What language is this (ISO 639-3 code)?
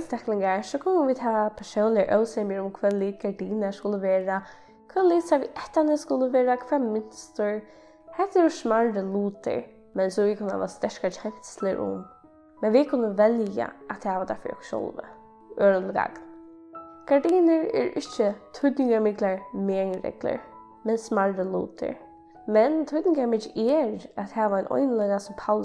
fao